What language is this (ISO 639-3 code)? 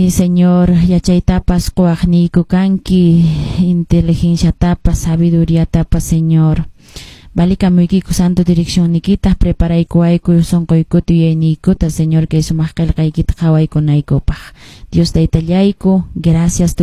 que